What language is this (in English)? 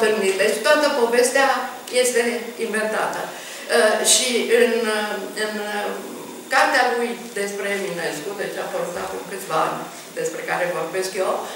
Romanian